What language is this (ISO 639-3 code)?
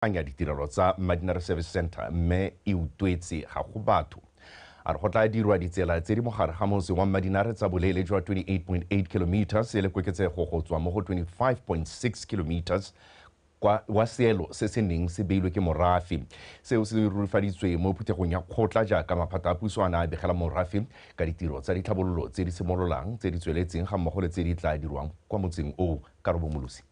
tsn